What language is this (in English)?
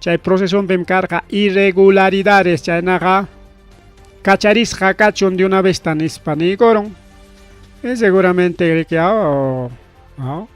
Ayacucho Quechua